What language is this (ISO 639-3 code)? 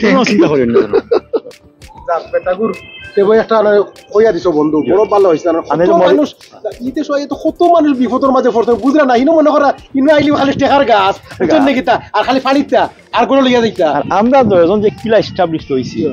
syl